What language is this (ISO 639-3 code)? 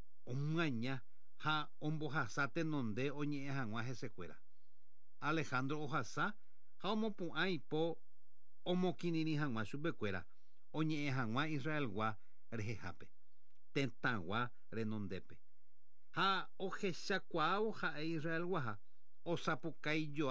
grn